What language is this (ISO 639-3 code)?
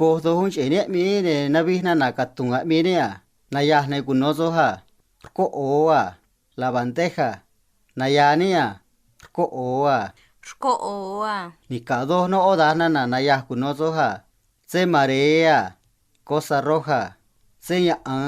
trc